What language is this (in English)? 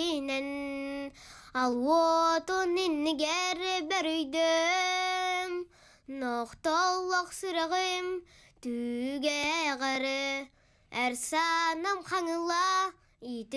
Yakut